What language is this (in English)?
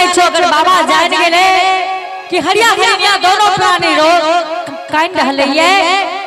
Angika